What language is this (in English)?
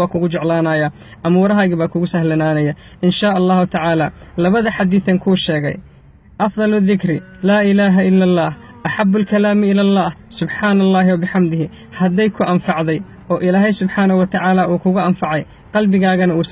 Somali